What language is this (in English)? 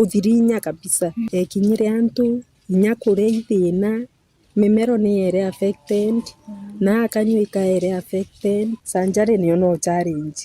Meru